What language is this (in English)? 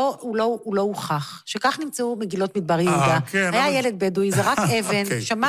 Hebrew